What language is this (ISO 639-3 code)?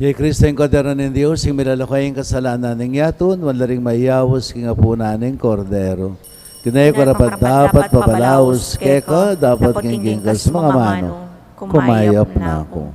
pam